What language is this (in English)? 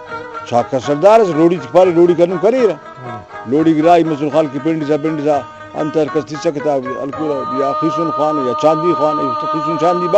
Brahui